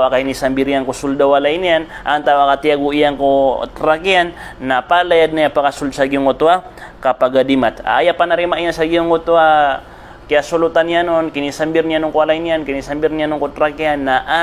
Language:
Maranao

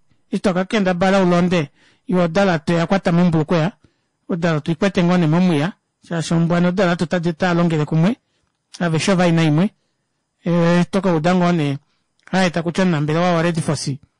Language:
Kuanyama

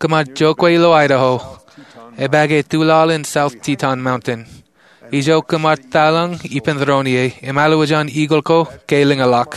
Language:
Marshallese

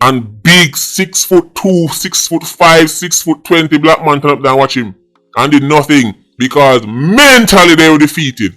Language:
Jamaican Creole English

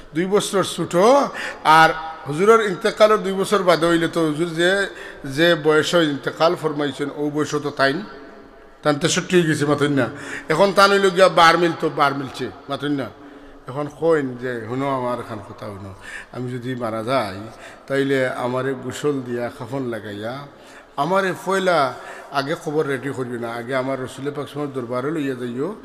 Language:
Sylheti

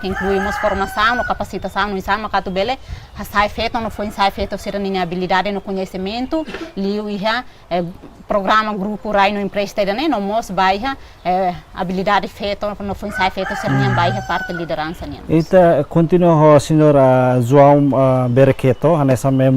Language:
Tetum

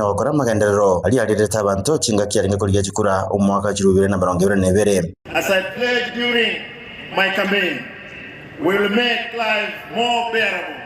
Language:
Gusii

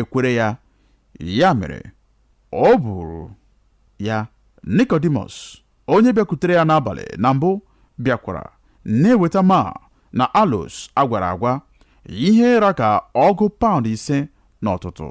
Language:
Igbo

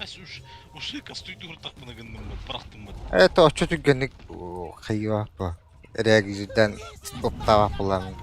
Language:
Yakut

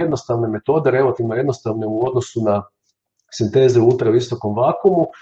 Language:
Croatian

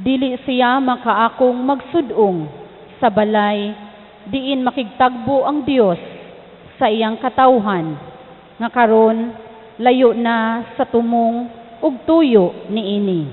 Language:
Cebuano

